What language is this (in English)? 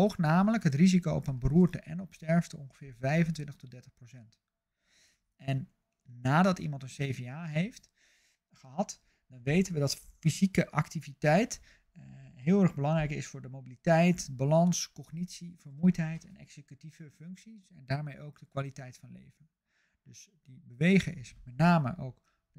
Dutch